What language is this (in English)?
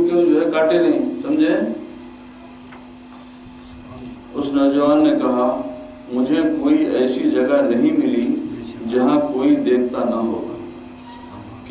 Urdu